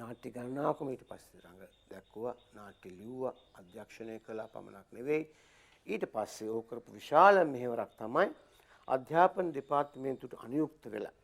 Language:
Sinhala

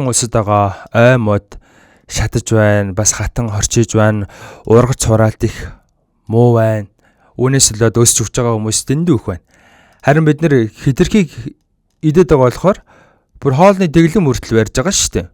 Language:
Mongolian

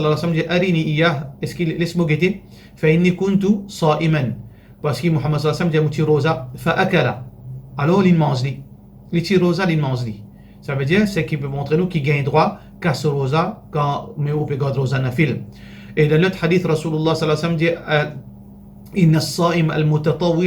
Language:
Morisyen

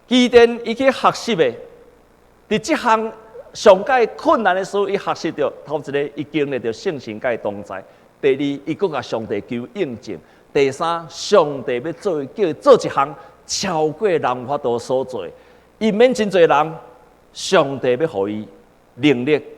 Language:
Min Nan Chinese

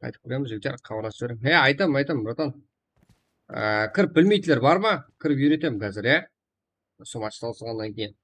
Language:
Kara-Kalpak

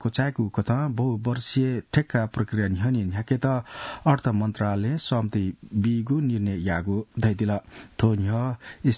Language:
Newari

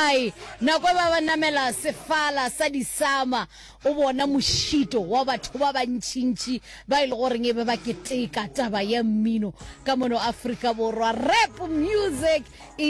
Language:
Northern Sotho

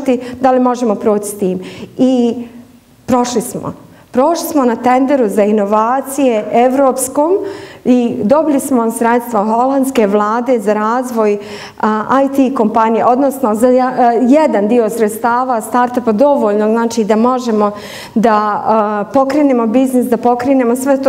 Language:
Bosnian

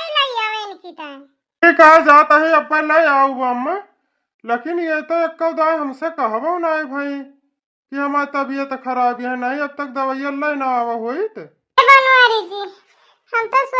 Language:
Awadhi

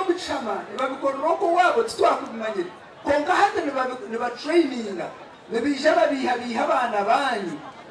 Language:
Nyankole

